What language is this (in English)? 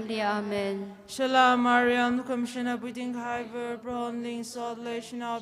Tangkhul Naga (India)